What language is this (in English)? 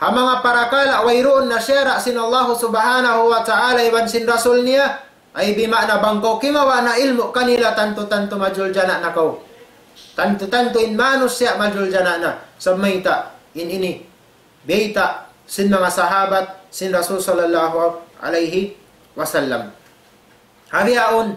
Tausug